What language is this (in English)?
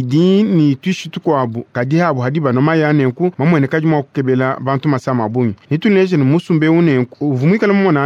Luba-Lulua